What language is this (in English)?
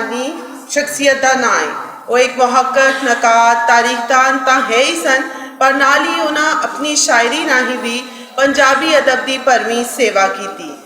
Western Panjabi